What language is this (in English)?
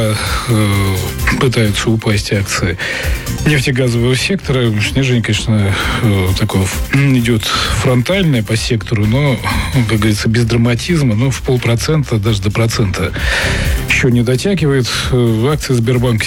Russian